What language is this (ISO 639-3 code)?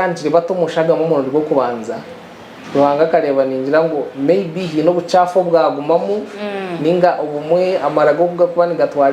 nyn